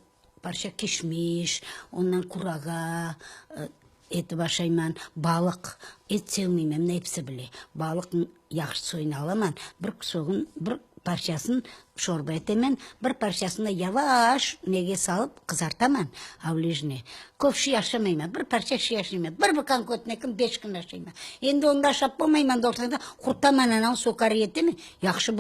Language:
Crimean Tatar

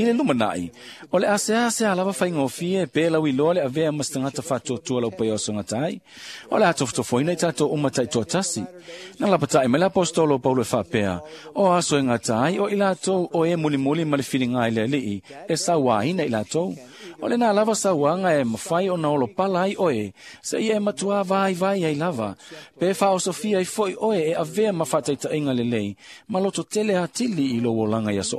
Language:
Samoan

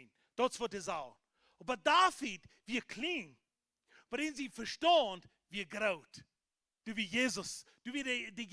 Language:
Plautdietsch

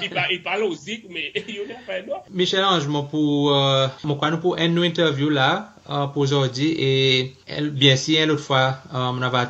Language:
Seselwa Creole French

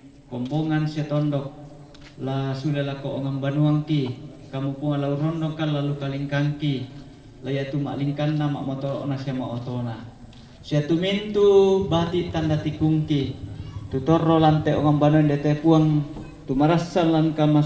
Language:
Toraja-Sa'dan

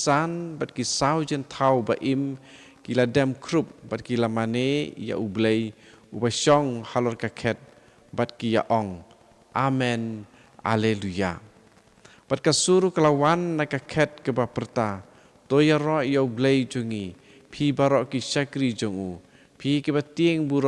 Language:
Khasi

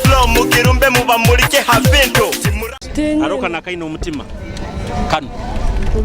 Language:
Nyoro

